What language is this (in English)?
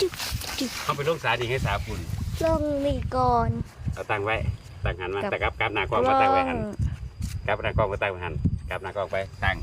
Northeastern Thai